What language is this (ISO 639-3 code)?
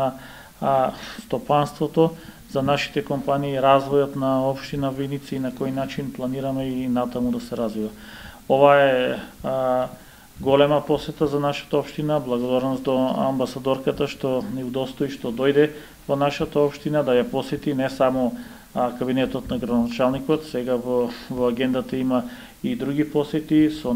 mkd